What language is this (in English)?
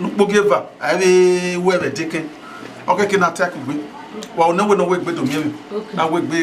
Bini